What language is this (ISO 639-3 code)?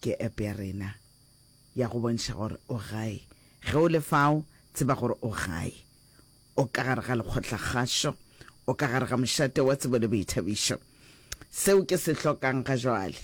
nso